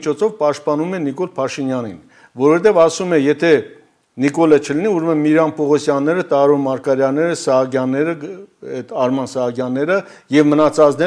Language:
Armenian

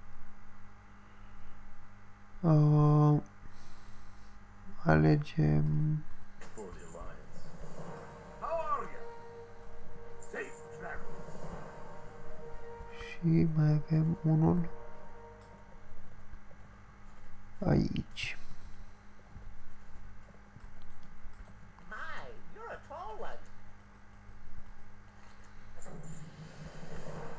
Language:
Romanian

